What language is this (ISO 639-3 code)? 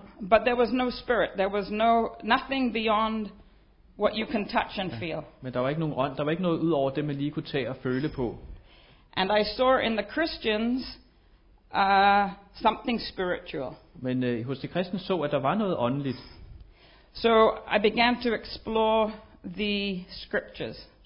dan